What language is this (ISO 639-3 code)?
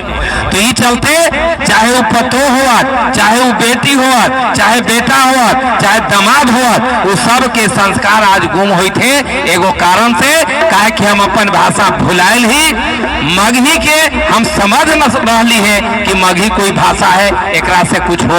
mag